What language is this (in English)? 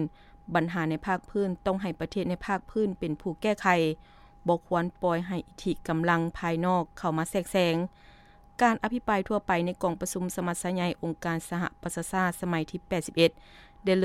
Lao